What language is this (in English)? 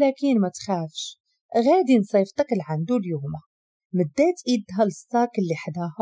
Moroccan Arabic